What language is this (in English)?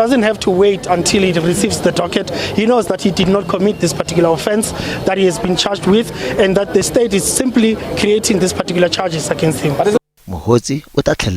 Tsonga